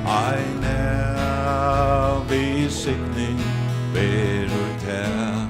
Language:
Faroese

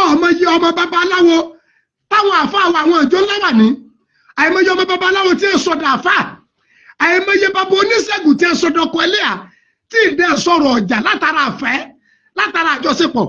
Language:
Yoruba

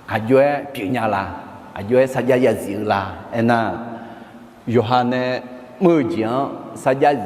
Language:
Akha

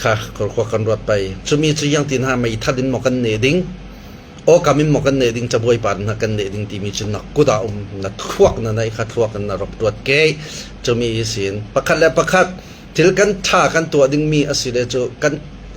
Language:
Falam Chin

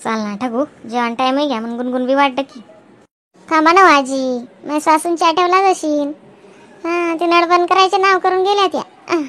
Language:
Khandesi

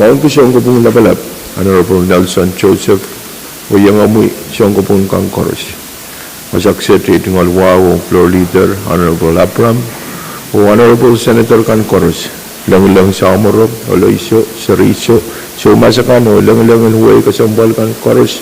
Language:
Pohnpeian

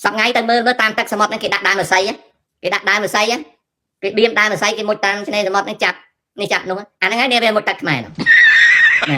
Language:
Khmer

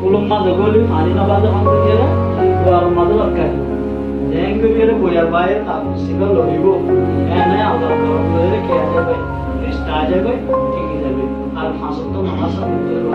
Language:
Rohingya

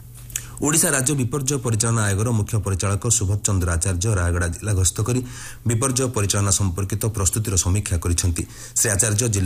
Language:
Odia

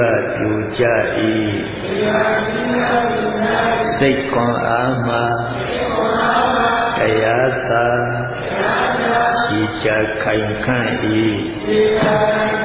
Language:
Burmese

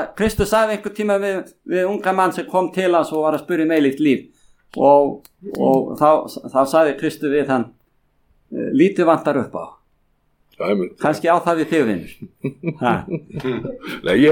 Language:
Icelandic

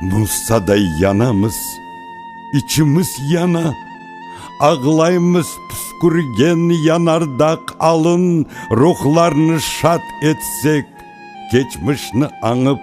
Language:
Crimean Tatar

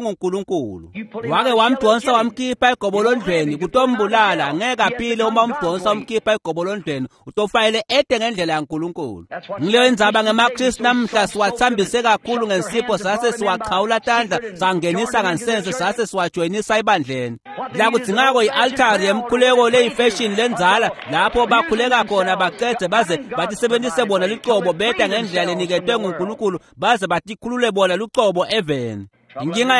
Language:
Swati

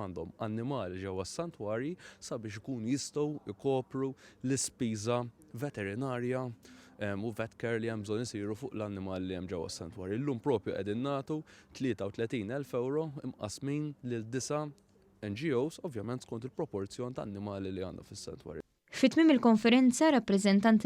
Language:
Maltese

